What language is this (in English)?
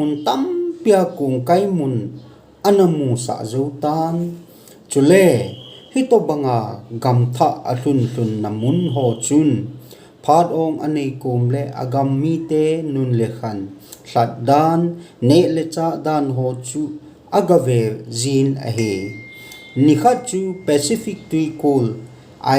Thado Chin